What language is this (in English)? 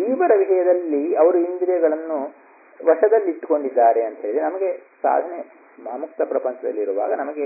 Kannada